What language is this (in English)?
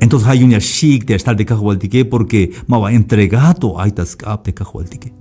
Tzeltal